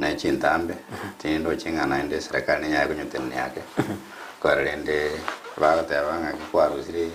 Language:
Gusii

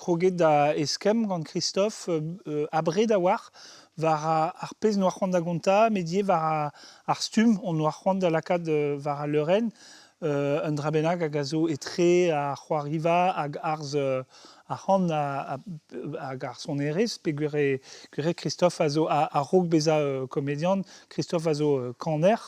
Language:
Breton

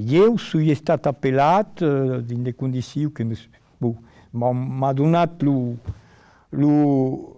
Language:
Occitan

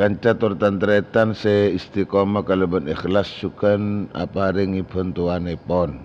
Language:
Madurese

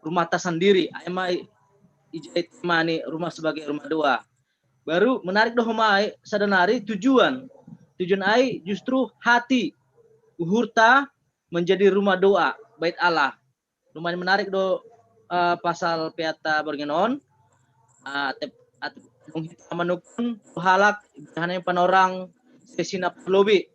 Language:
Batak Simalungun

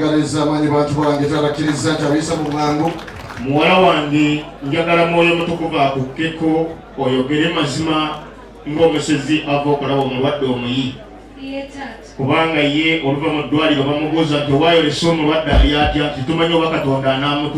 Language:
Ganda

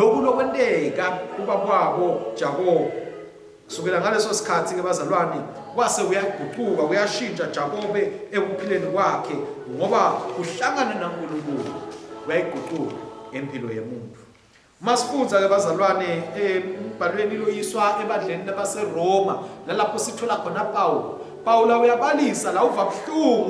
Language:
Swati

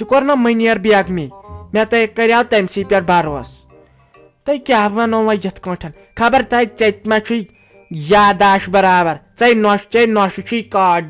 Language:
Kashmiri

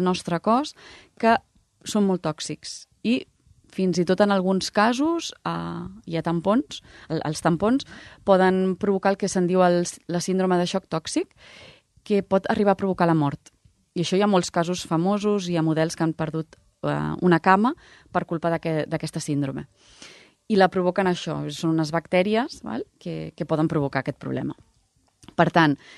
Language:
Catalan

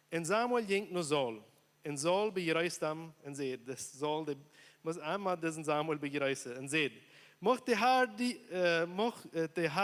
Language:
Plautdietsch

